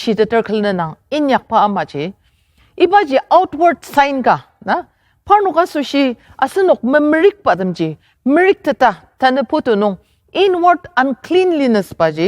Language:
Ao Naga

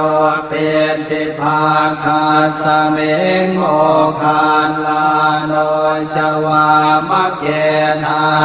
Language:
Pali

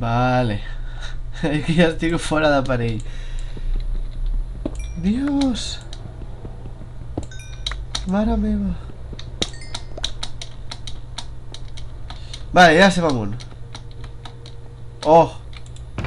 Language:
Catalan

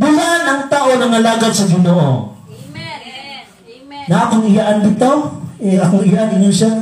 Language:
Cebuano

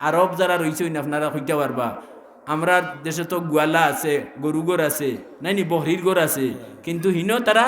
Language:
Sylheti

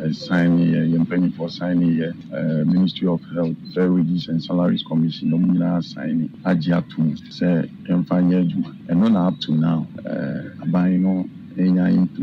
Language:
Akan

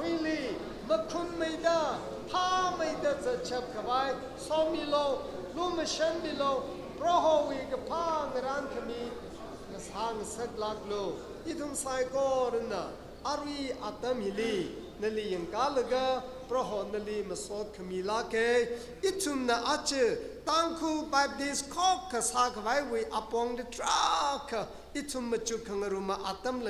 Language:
Tangkhul Naga (India)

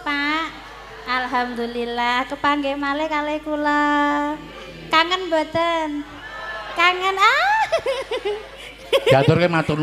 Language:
Javanese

